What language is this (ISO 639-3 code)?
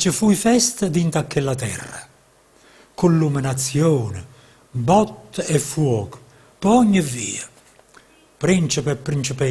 nap